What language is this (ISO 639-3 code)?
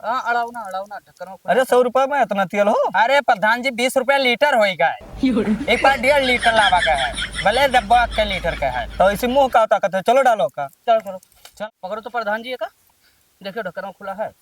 awa